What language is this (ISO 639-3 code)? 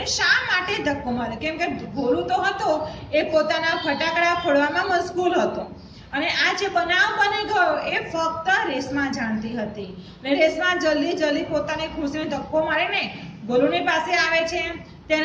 guj